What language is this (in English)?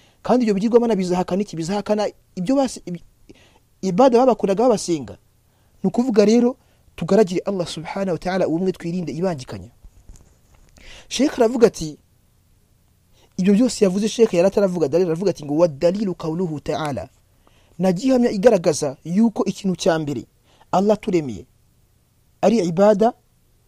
Kinyarwanda